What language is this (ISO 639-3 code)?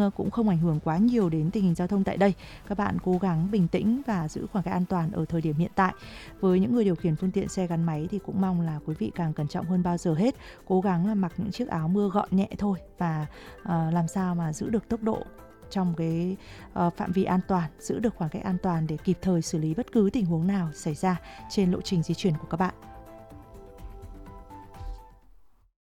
vie